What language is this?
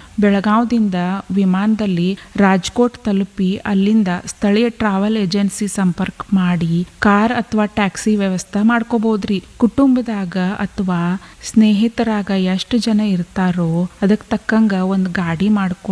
Kannada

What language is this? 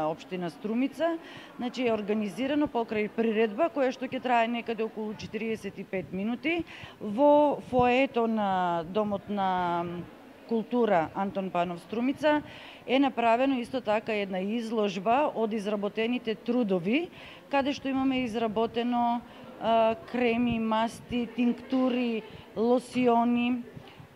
Macedonian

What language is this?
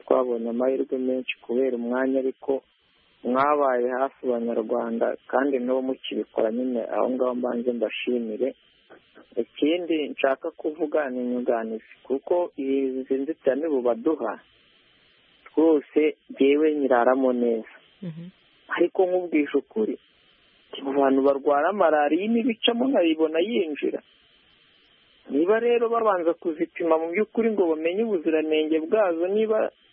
Kinyarwanda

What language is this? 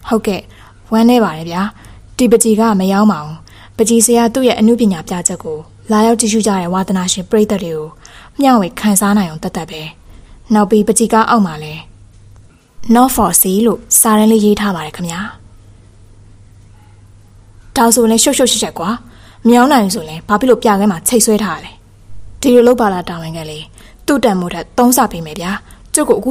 Burmese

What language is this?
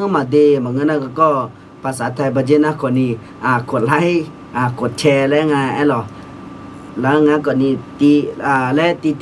Akha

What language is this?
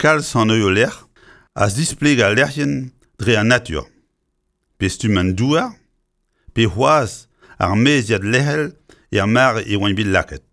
Breton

